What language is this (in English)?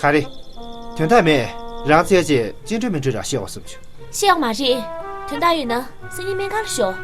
Tibetan